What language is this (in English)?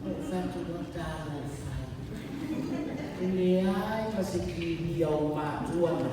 Samoan